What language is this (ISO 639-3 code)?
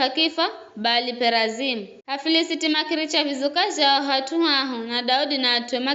nyf